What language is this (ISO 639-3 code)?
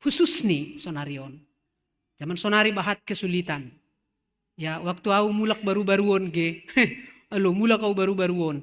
bts